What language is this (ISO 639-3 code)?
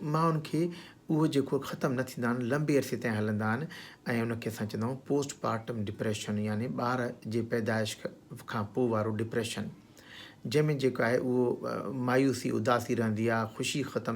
snd